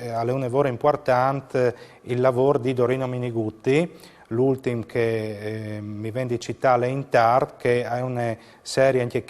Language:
Friulian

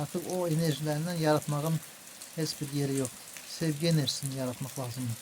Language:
Azerbaijani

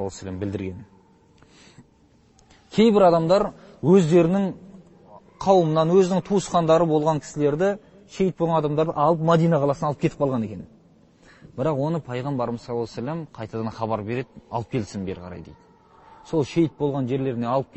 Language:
Kazakh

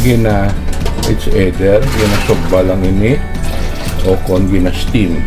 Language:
Hiligaynon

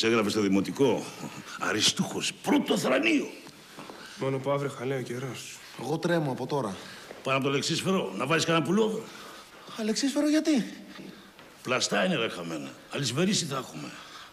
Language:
Greek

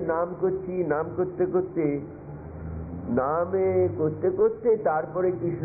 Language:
Bangla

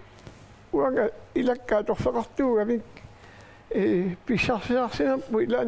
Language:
Kalaallisut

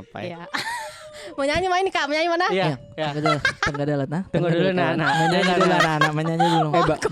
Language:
Makassar Malay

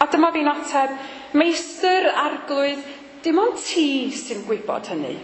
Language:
Welsh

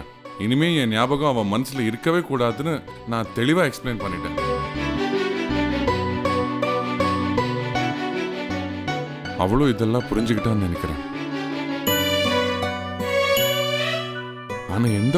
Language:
Tamil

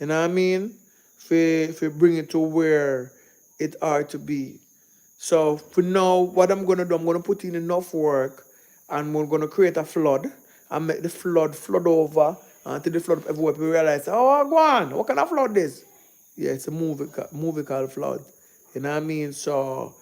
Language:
Jamaican Creole English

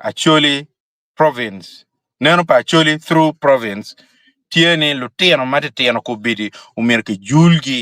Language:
Acoli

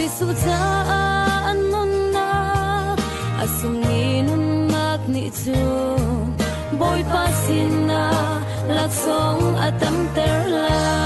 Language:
Hakha Chin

